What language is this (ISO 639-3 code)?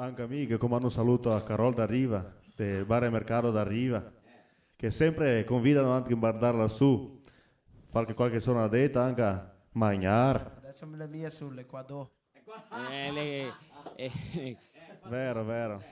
vec